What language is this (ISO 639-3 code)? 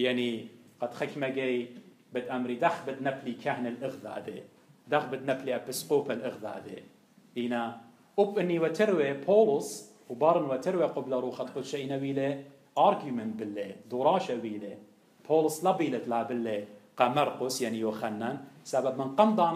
aii